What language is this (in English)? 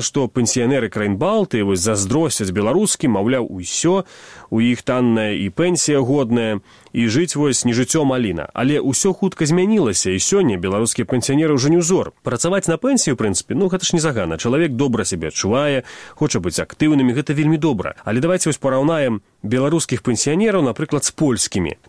Belarusian